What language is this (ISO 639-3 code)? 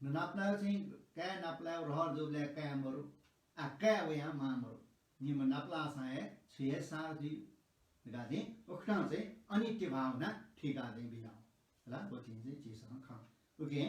new